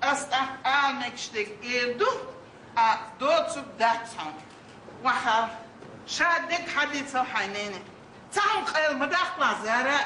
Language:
Chechen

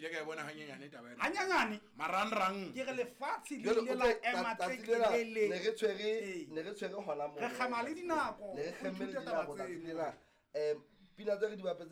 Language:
Southern Sotho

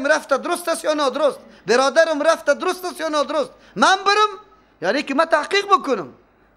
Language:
Persian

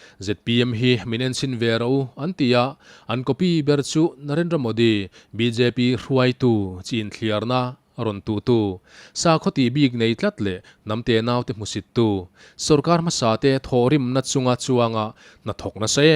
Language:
Mizo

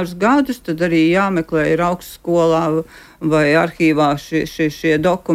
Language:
Latvian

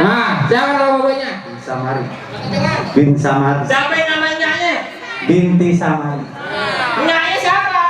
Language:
Betawi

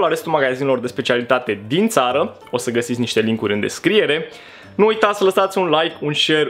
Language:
Romanian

